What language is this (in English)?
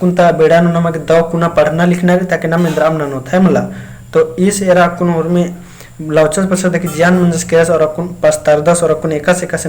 Kurukh